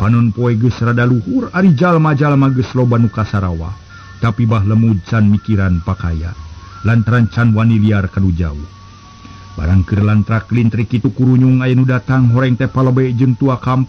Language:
Sundanese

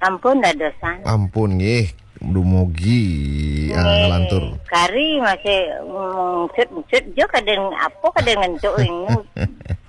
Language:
Balinese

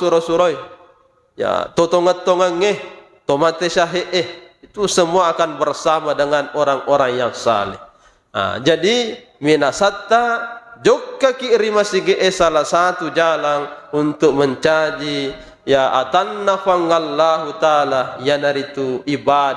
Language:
Buginese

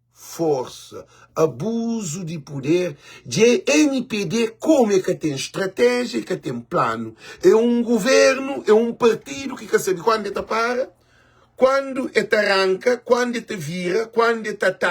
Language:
Kabuverdianu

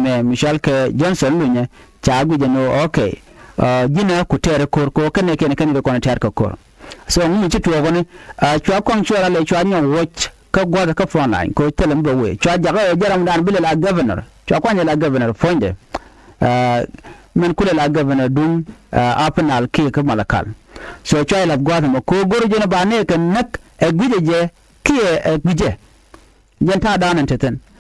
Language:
Nuer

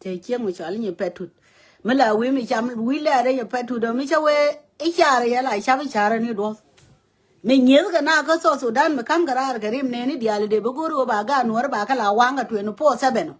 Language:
Nuer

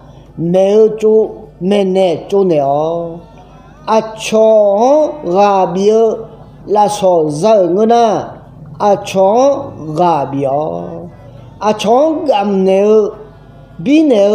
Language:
Akha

